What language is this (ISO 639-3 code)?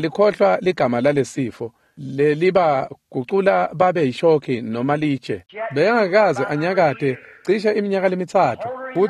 ssw